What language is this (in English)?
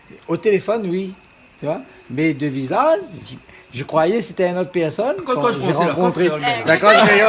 Réunion Creole French